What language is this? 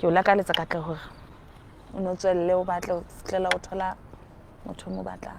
Southern Sotho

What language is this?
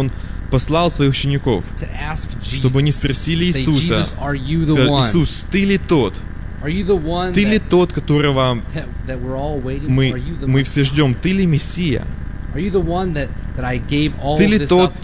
Russian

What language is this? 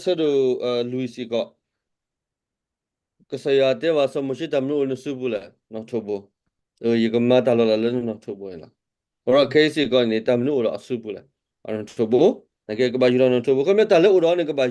S'gaw Karen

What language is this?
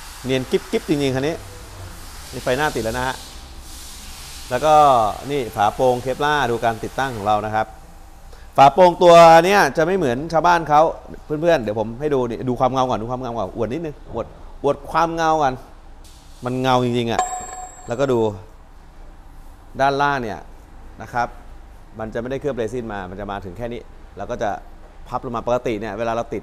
Thai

